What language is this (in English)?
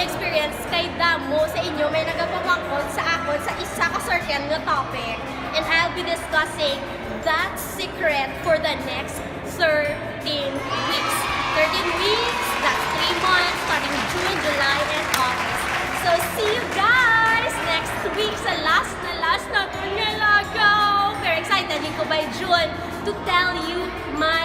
Hiligaynon